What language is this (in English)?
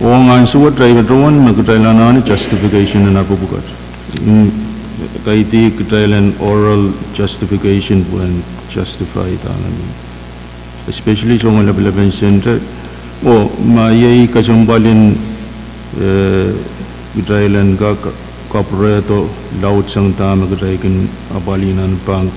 Pohnpeian